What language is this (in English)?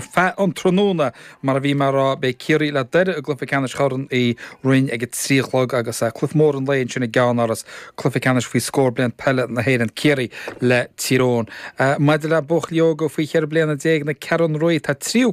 Irish